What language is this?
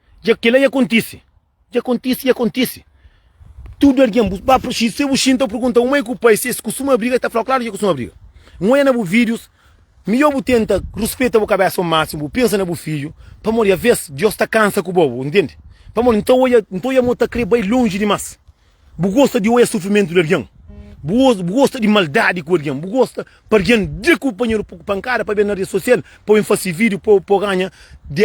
Kabuverdianu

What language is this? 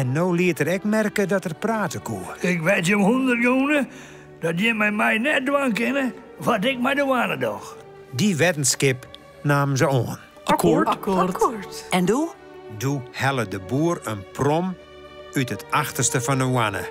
Western Frisian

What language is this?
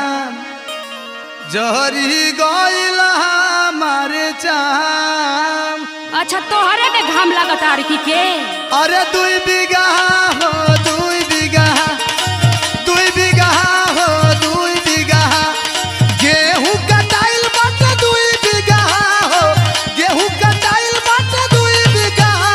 Bhojpuri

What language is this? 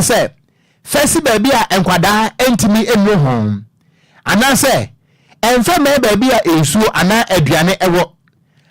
Akan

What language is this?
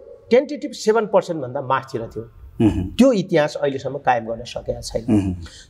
Nepali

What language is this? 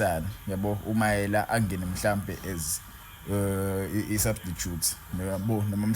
Zulu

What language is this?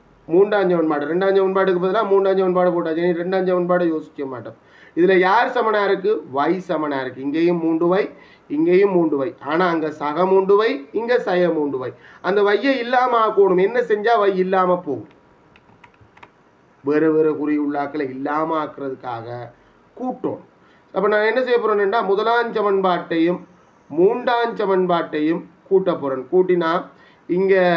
Tamil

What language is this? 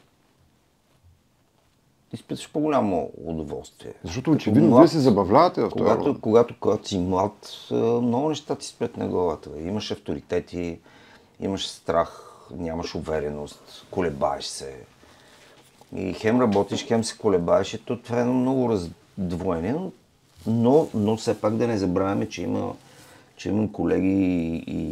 Bulgarian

